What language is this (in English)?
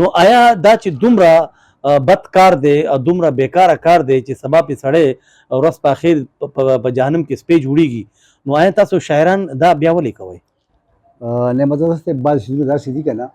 Pashto